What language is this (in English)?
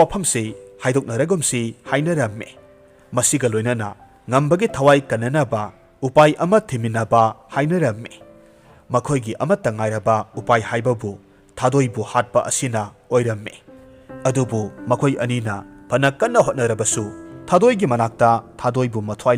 Manipuri